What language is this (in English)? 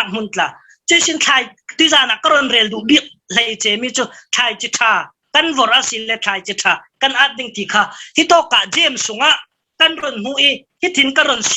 Falam Chin